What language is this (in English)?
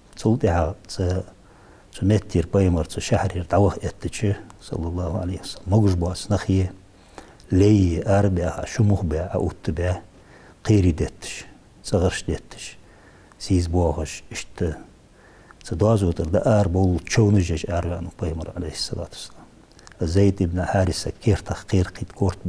Ingush